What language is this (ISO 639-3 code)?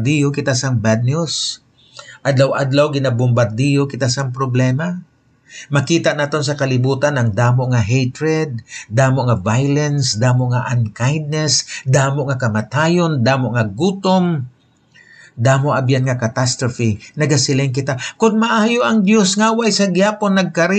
hil